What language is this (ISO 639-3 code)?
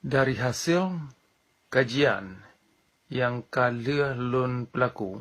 ace